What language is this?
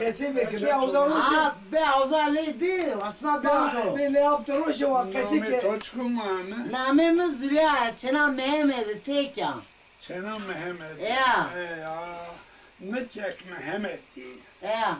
Zaza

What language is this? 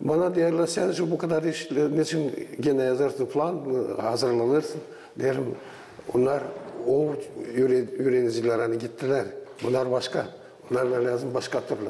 Gagauz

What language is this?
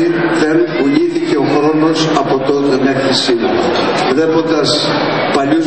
Greek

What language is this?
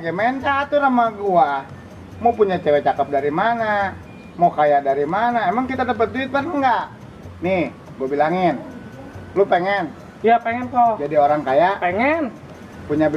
Betawi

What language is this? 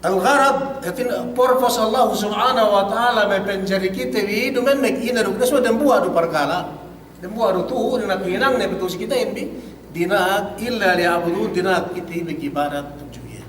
Yakan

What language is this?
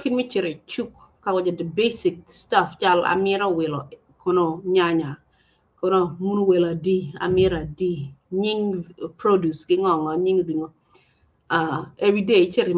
Acoli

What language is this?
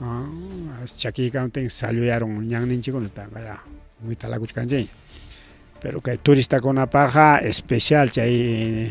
Ayacucho Quechua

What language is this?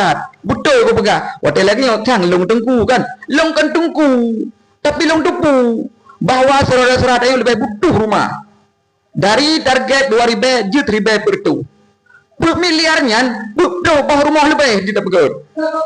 Achinese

